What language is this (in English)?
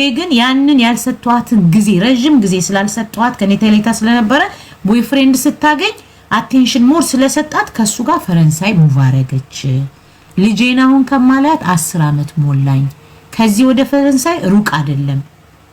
Amharic